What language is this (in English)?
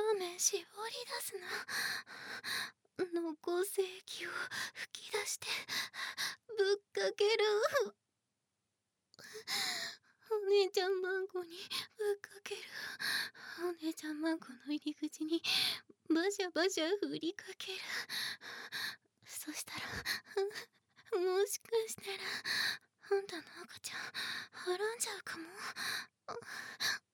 Japanese